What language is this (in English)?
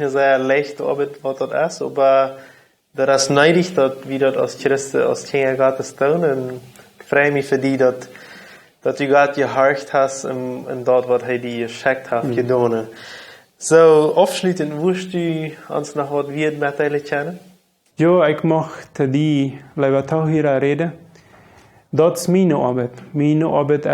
Plautdietsch